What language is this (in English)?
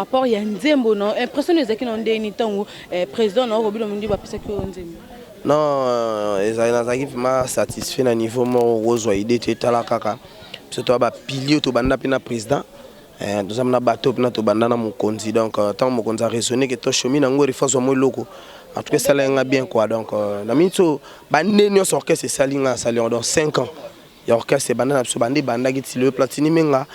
Lingala